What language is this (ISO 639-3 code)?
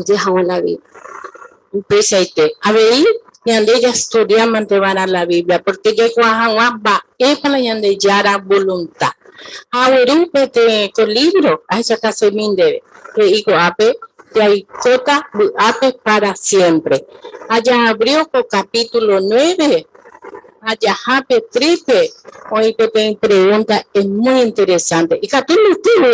grn